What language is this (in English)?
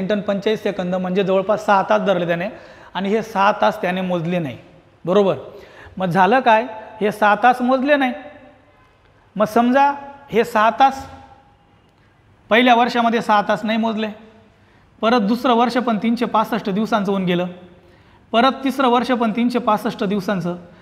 Marathi